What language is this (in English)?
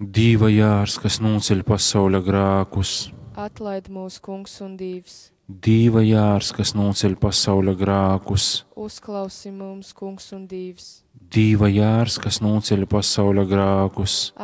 Latgalian